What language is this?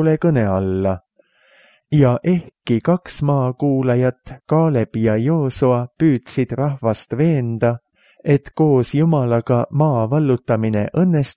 Estonian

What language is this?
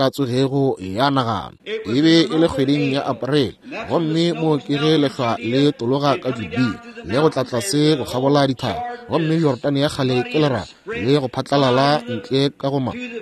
Northern Sotho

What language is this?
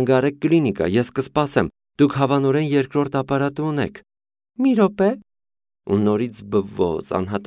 Armenian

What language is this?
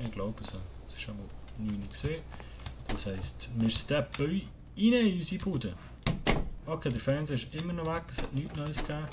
Swiss German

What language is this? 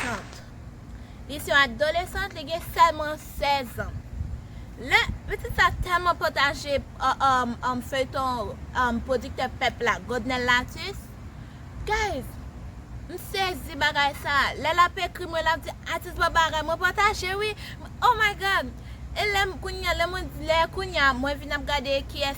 Haitian Creole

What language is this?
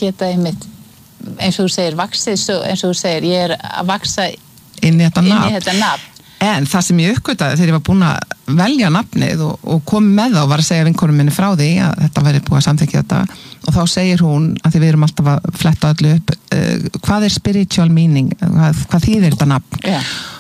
Icelandic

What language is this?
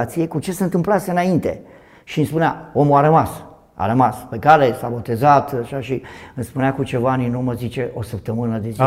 Romanian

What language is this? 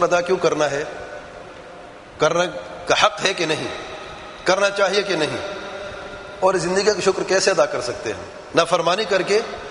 Urdu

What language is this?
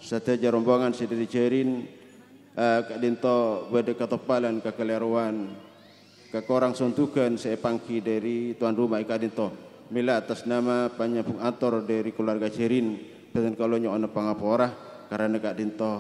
Madurese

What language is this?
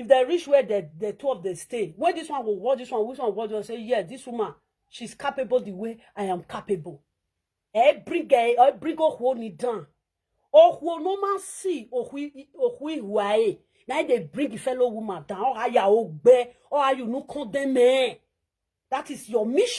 Nigerian Pidgin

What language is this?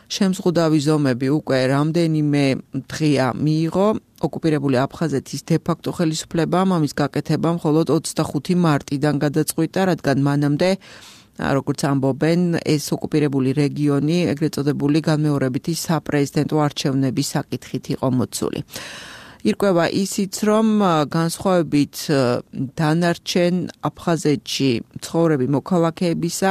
Georgian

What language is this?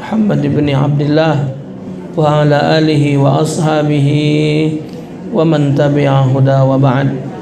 Musi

